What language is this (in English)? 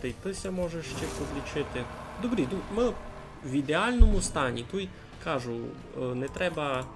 Rusyn